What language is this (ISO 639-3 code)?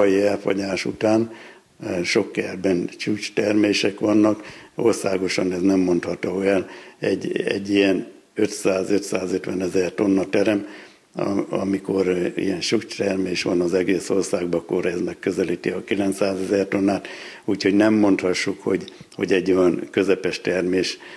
hun